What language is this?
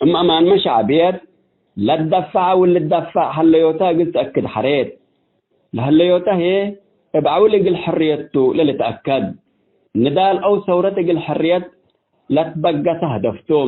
Tigre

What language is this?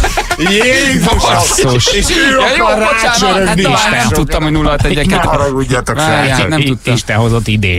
Hungarian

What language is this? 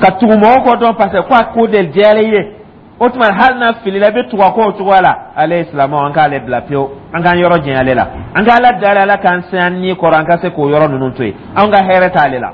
Dyula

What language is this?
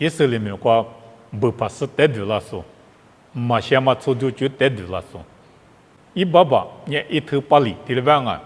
Lisu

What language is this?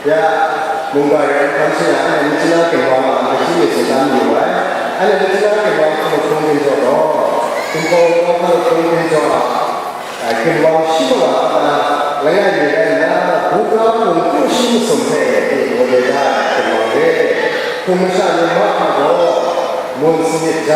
Kachin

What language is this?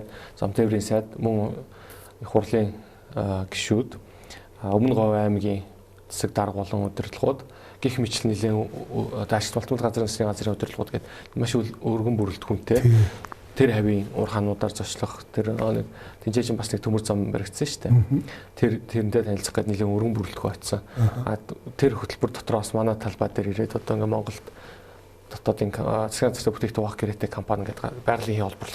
Mongolian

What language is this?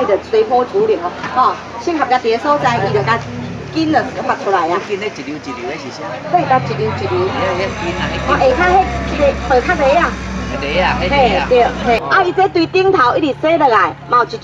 Min Nan Chinese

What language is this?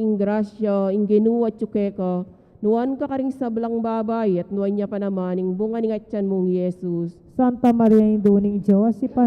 Pampanga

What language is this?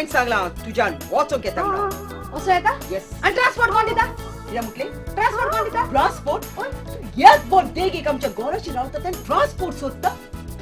Konkani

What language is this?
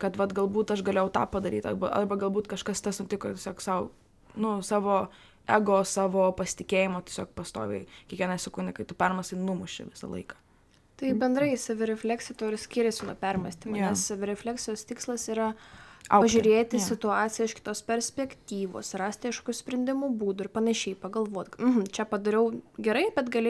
Lithuanian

